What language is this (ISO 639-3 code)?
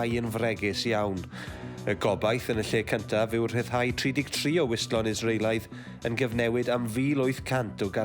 cym